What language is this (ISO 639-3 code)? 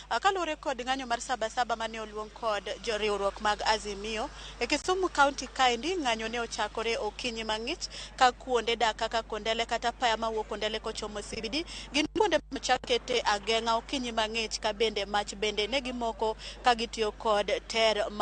luo